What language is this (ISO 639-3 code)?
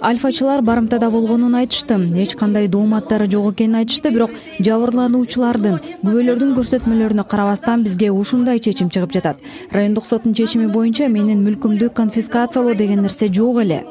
kir